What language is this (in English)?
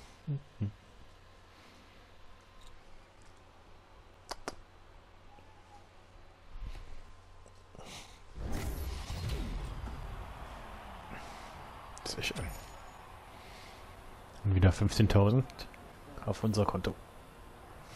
German